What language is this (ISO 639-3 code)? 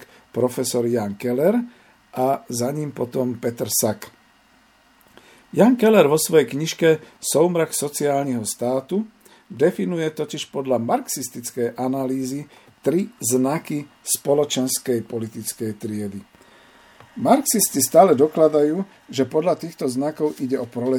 slk